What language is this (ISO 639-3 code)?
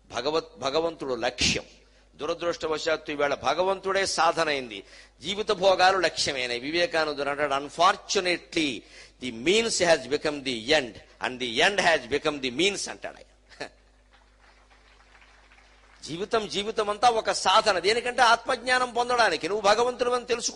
tel